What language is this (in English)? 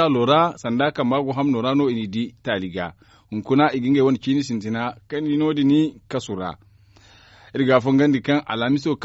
Zarma